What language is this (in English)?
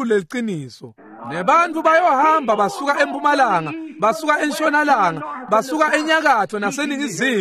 Swati